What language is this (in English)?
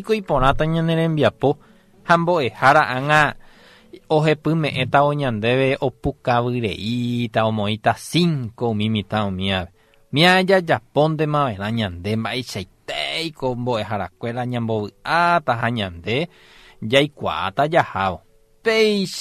Guarani